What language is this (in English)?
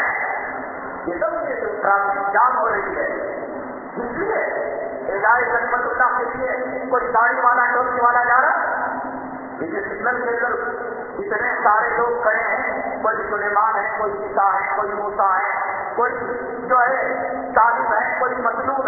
Urdu